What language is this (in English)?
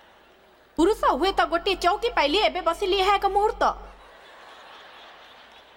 Odia